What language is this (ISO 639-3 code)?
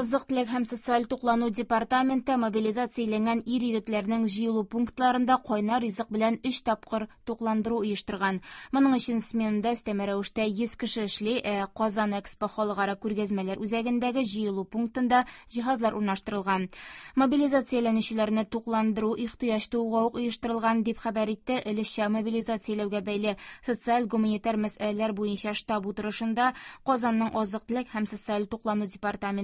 tat